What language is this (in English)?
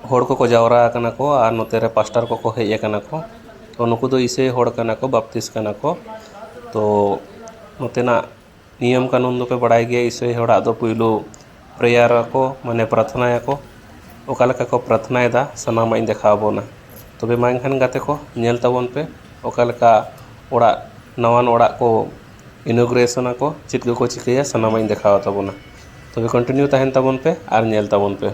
Santali